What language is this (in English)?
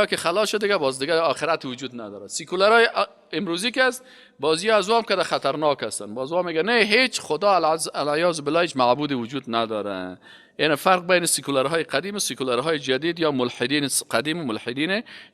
Persian